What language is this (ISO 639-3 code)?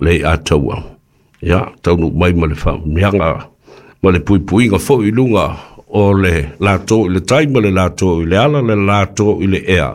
smo